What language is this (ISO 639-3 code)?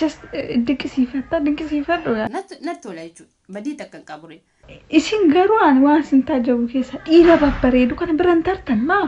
orm